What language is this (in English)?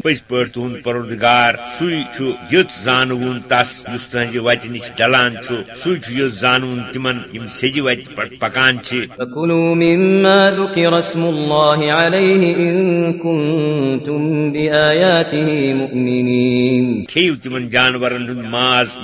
Kashmiri